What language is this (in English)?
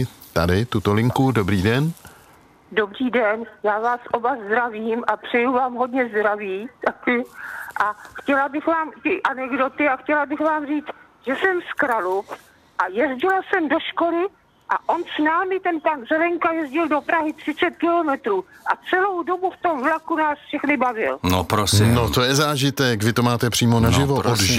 Czech